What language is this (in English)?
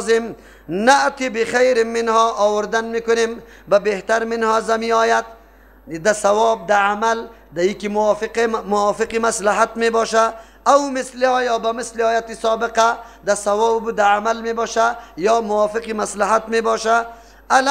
Persian